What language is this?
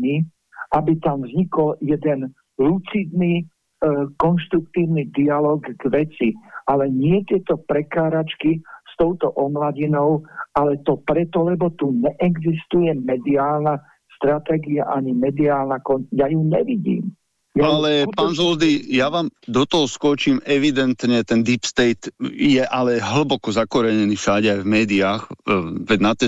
Slovak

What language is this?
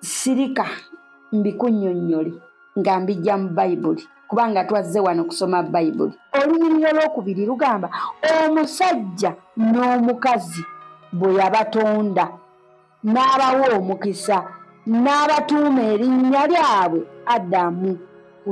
Ganda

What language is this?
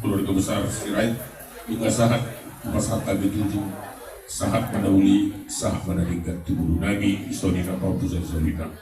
Batak Toba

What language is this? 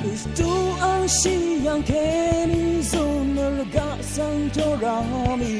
Rawang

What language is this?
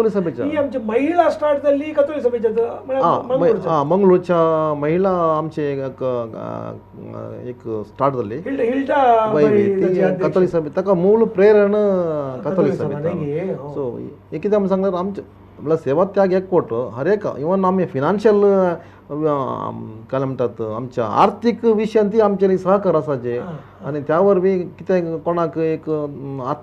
Konkani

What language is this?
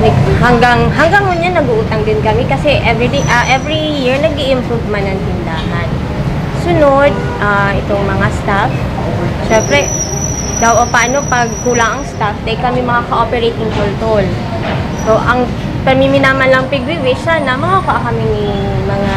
Bikol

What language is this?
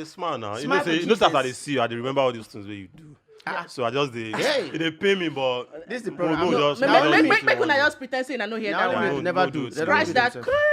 Nigerian Pidgin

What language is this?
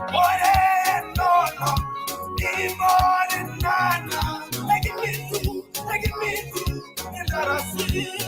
Masai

